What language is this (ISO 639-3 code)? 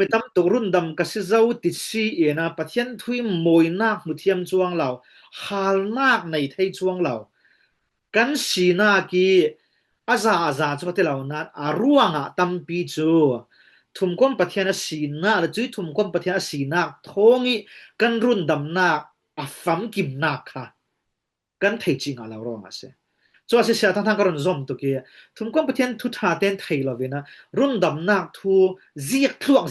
cfm